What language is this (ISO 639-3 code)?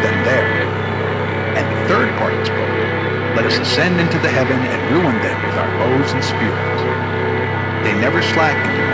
eng